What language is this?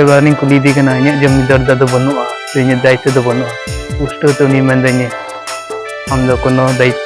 Santali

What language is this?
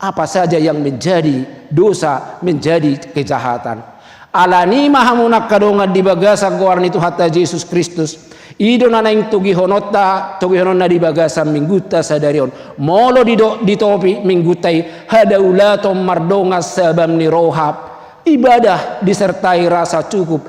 Batak Toba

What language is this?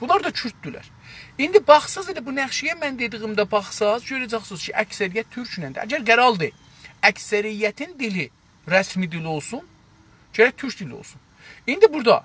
South Azerbaijani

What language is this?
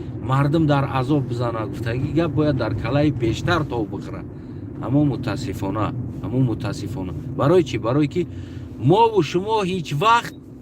Tajik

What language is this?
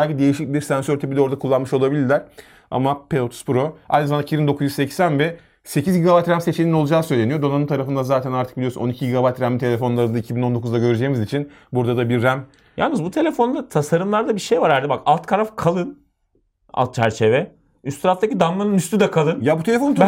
Turkish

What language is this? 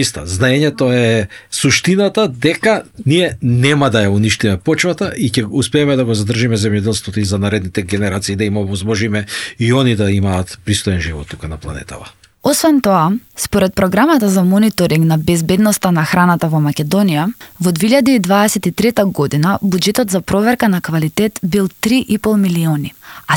Macedonian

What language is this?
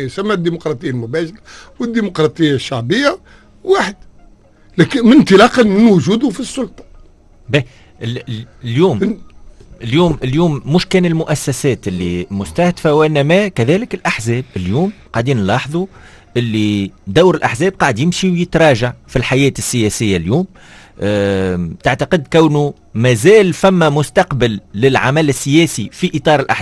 Tunisian Arabic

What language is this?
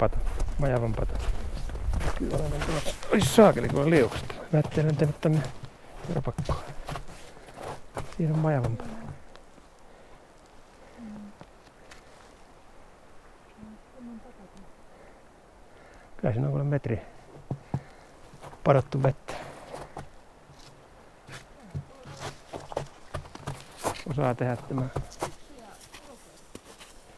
Finnish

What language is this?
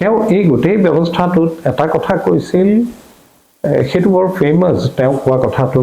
Assamese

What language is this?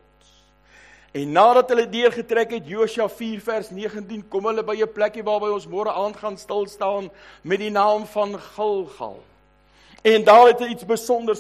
Afrikaans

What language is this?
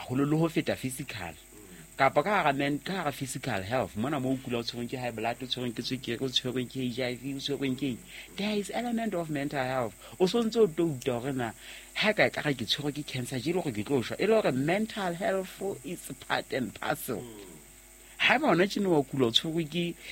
Southern Sotho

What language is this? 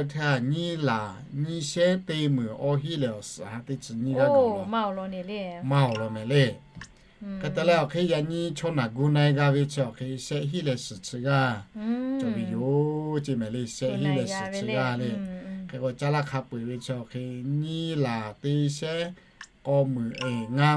Lahu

